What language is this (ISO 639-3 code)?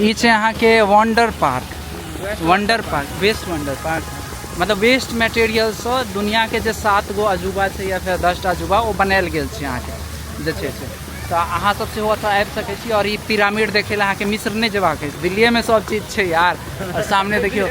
mai